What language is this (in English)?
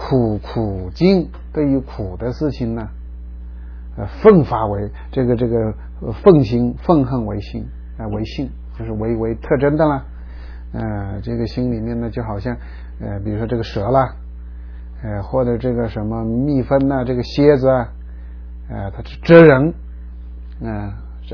Chinese